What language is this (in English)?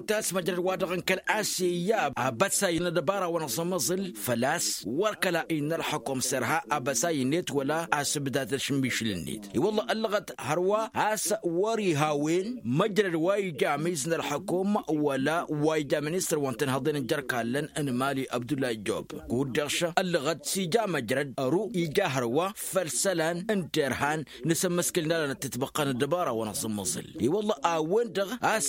Tamasheq